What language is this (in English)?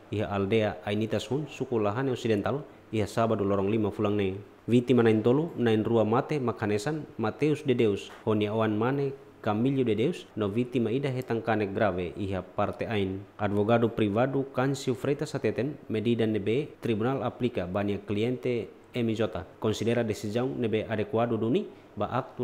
Tetum